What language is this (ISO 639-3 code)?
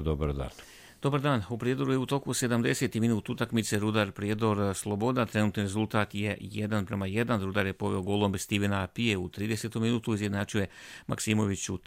hrv